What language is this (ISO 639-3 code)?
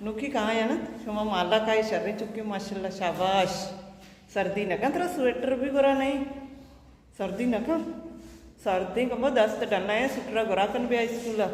bal